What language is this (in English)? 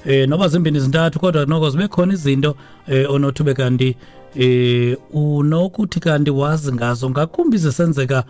Xhosa